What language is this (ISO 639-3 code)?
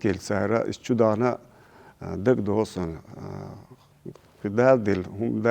che